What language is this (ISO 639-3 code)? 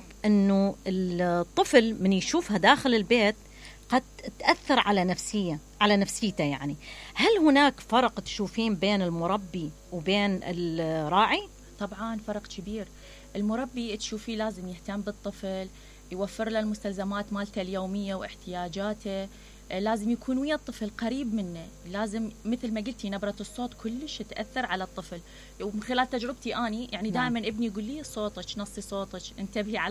acm